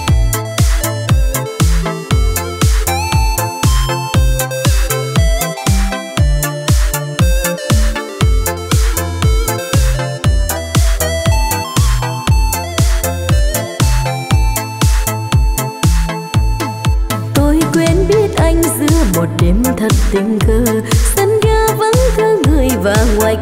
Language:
Vietnamese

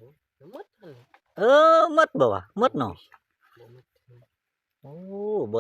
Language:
Lao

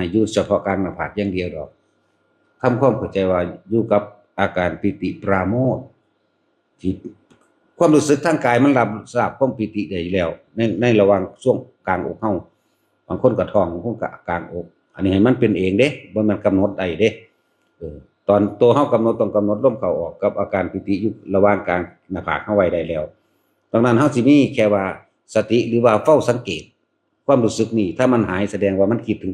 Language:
Northeastern Thai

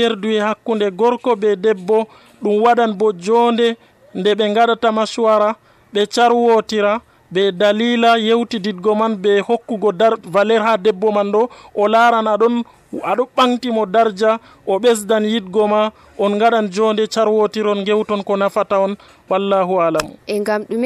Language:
Nigerian Fulfulde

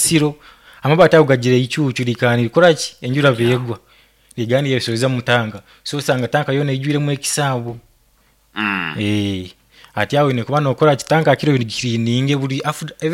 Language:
Nyoro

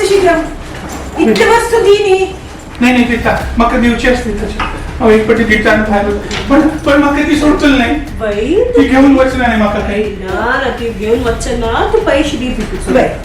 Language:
Konkani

